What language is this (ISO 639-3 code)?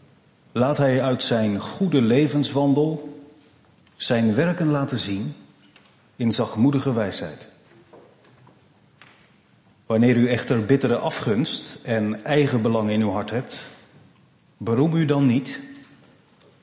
nld